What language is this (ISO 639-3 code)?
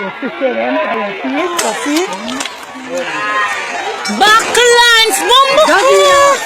jam